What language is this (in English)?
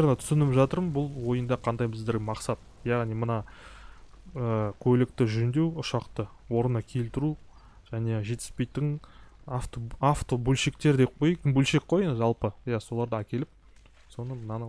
Kazakh